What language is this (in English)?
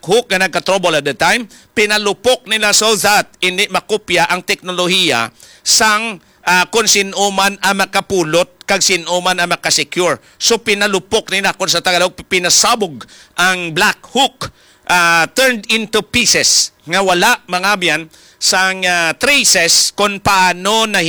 Hiligaynon